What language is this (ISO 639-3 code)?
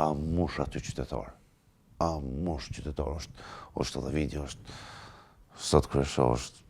sqi